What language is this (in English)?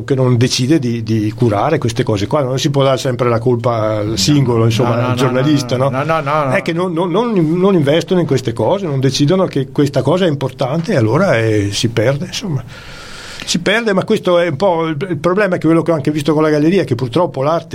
Italian